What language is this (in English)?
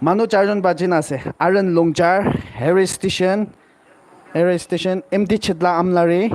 Naga Pidgin